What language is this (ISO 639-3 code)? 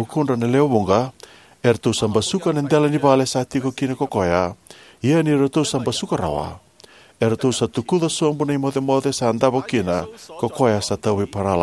fij